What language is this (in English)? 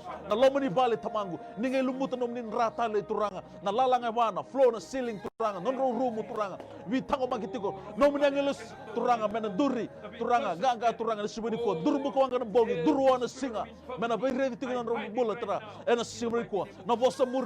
Fijian